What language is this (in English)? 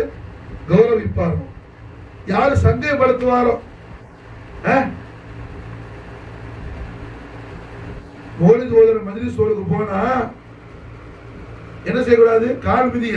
Tamil